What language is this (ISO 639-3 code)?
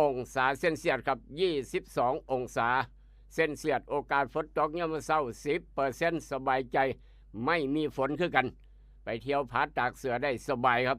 tts